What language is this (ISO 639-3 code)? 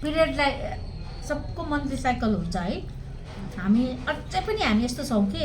nep